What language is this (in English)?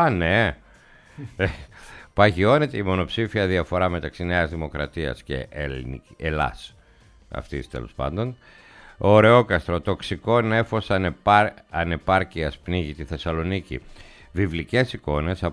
Greek